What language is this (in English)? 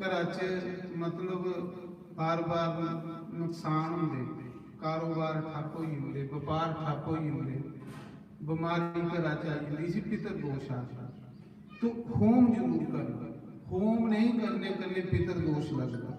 Dogri